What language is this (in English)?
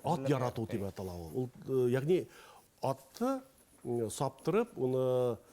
Bashkir